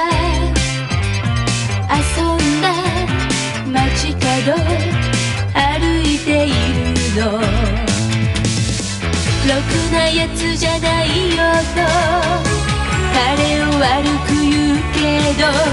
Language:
Japanese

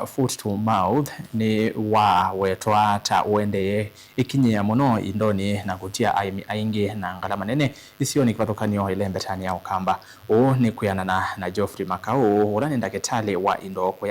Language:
Kamba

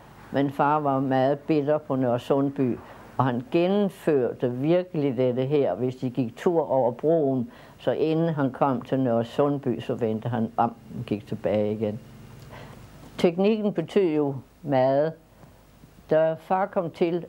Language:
Danish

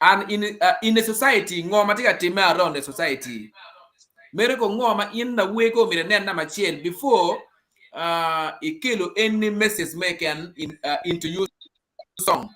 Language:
Acoli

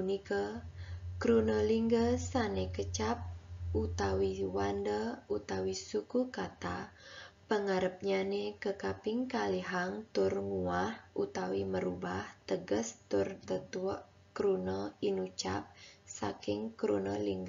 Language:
Balinese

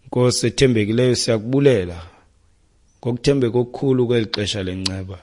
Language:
Xhosa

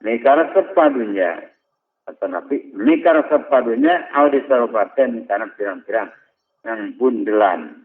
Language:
Sundanese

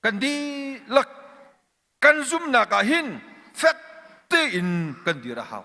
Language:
Hakha Chin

